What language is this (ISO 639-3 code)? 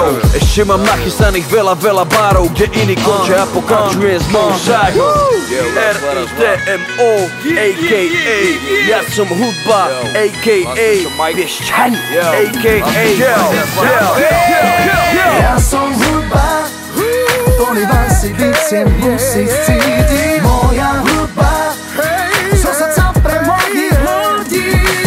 slk